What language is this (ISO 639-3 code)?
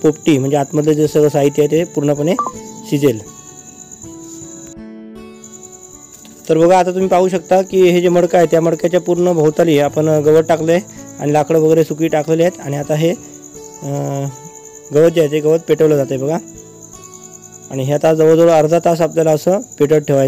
mar